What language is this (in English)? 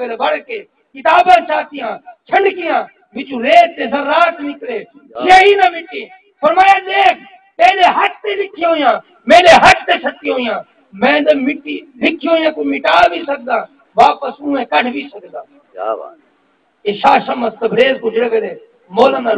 Saraiki